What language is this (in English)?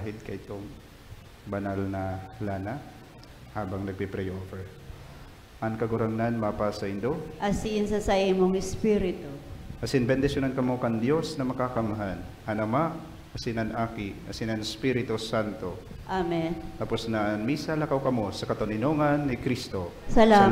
Bikol